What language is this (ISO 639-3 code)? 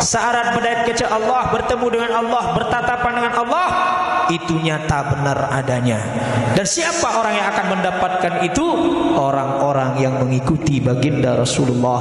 sas